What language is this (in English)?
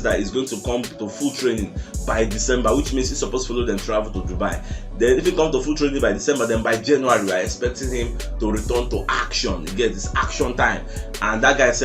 Nigerian Pidgin